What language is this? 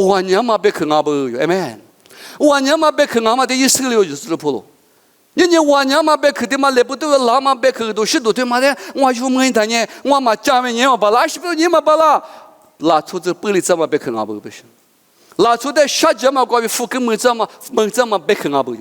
Lisu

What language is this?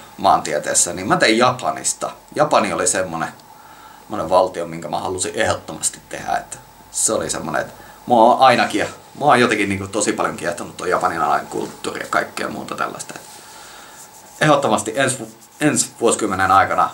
Finnish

